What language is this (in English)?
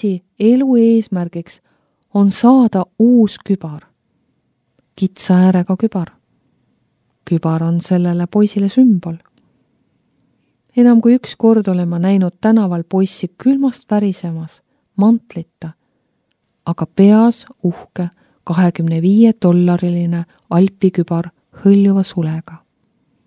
Estonian